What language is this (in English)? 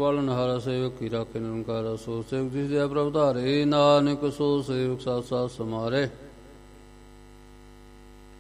Punjabi